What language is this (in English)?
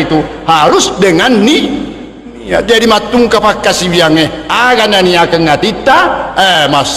Buginese